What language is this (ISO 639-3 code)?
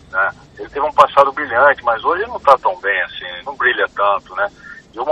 por